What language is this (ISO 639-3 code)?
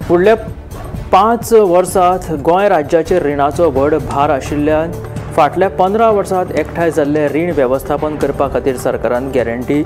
kok